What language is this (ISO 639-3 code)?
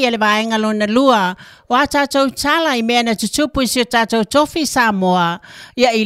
smo